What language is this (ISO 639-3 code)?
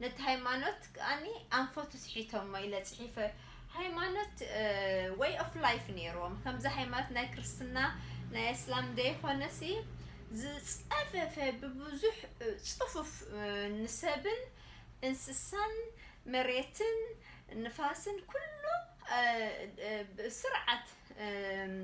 tir